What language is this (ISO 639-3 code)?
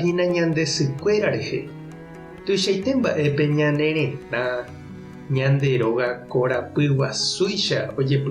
grn